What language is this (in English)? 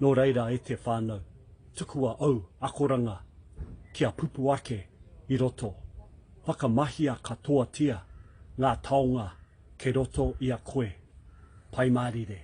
Māori